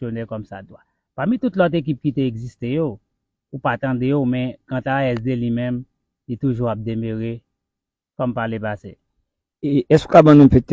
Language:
Haitian Creole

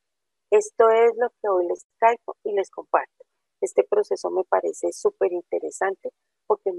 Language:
Spanish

